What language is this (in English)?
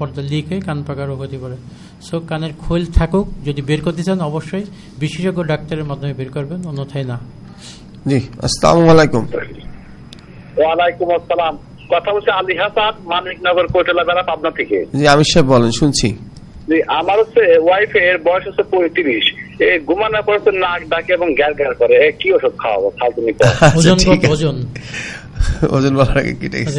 Bangla